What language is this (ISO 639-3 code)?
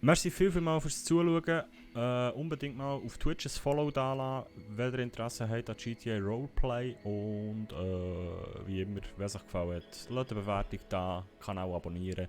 gsw